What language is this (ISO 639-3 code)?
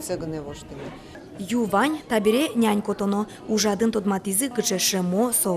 udm